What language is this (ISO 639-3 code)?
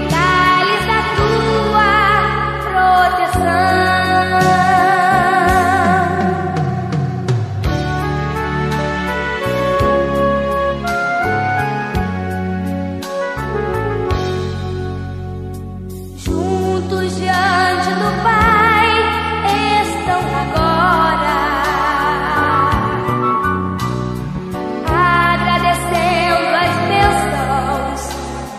por